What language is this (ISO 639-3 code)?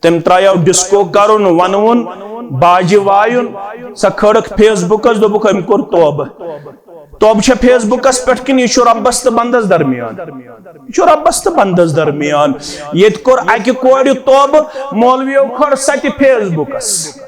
kas